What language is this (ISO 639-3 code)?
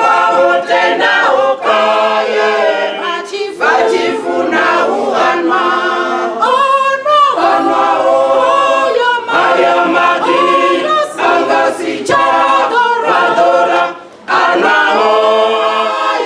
ven